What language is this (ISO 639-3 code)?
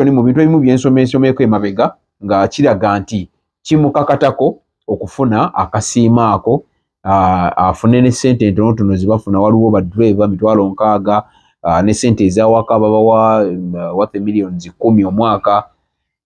lug